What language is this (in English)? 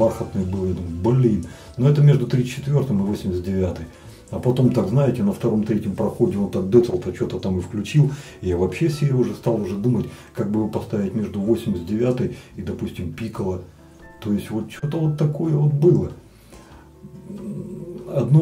Russian